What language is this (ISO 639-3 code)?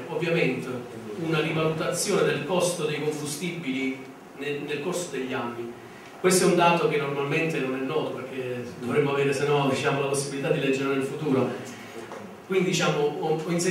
ita